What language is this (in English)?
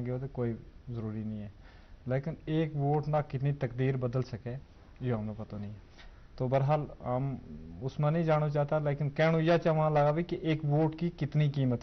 Gujari